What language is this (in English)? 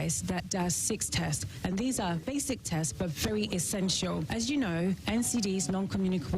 Akan